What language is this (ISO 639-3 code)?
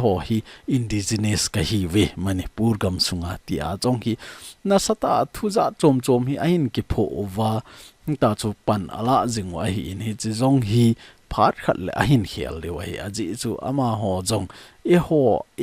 tcz